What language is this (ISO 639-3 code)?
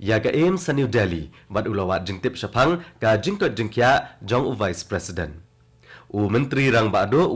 kha